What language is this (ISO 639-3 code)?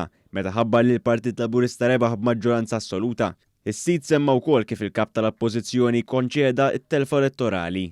mlt